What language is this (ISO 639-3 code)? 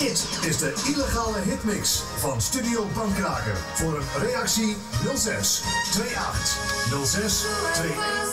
fry